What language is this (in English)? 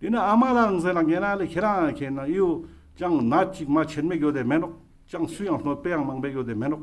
Ladakhi